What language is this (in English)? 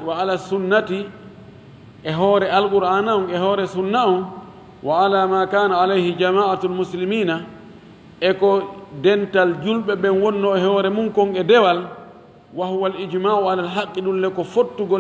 Fula